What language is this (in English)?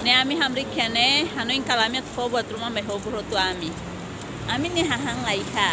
Tetum